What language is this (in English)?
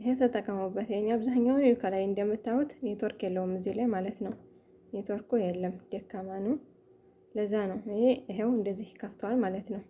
Amharic